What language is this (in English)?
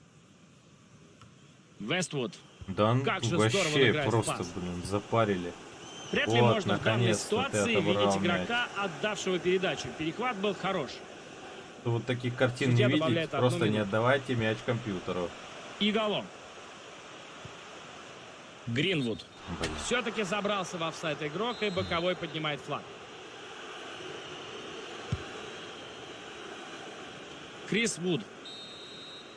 Russian